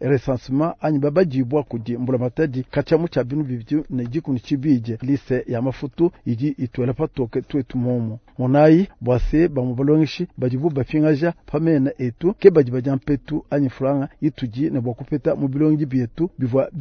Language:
Luba-Lulua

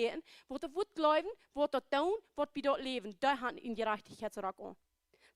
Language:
Plautdietsch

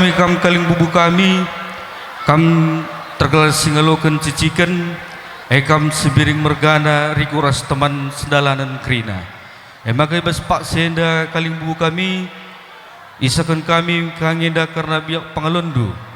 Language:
Batak Karo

